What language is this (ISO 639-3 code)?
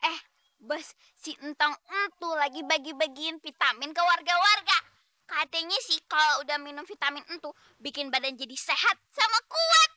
bew